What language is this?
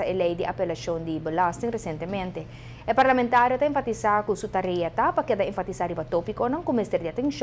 Papiamento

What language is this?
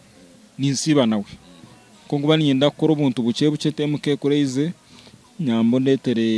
Nyankole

